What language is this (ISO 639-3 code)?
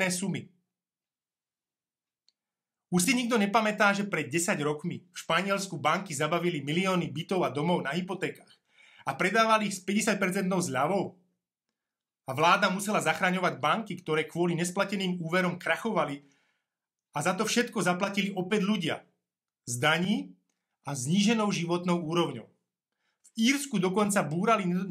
slk